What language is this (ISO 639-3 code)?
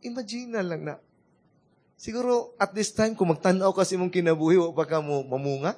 ceb